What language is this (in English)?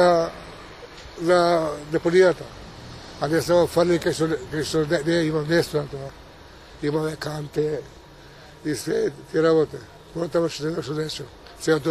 Macedonian